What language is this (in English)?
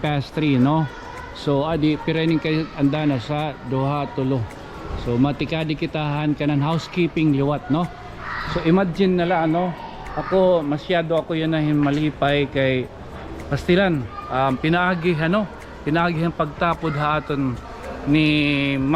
Waray